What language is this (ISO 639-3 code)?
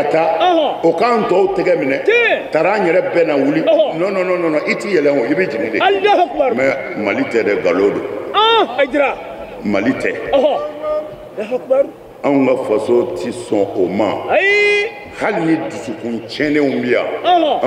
bam